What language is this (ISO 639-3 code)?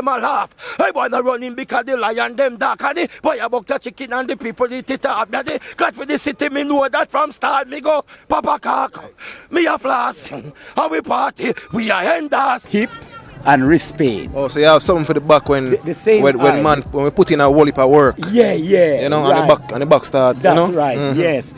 jam